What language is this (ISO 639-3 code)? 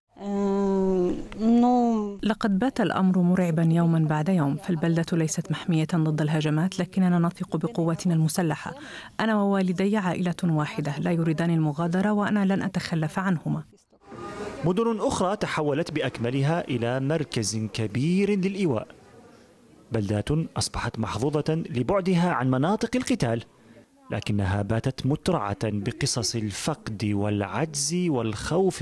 ara